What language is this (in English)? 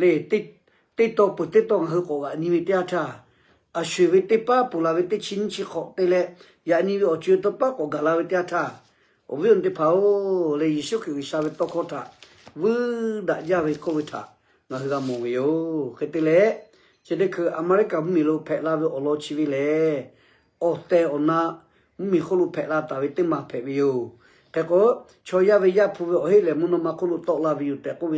Lahu